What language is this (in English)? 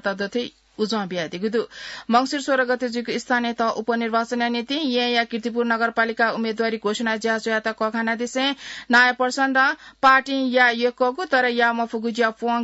Newari